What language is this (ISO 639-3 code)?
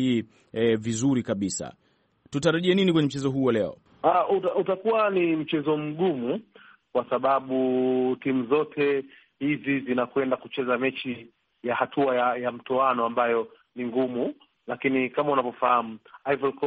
swa